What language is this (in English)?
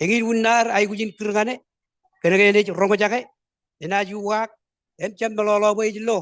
Marshallese